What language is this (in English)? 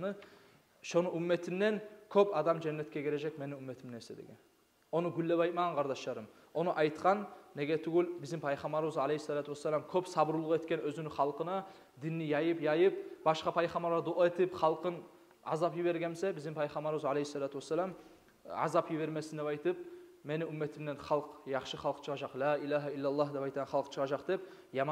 Kumyk